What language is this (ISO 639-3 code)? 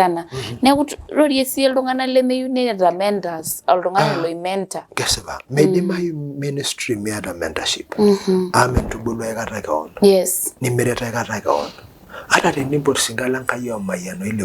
mas